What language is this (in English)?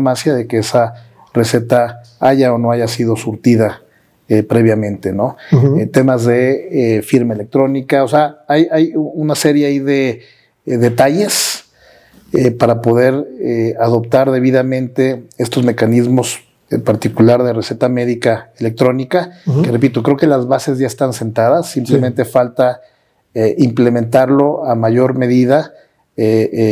Spanish